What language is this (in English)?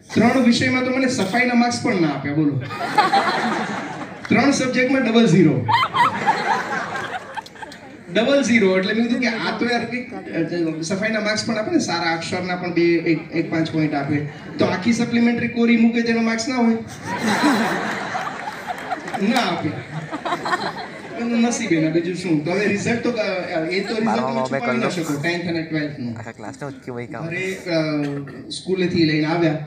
Gujarati